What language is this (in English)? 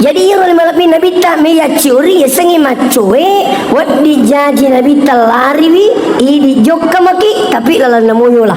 Buginese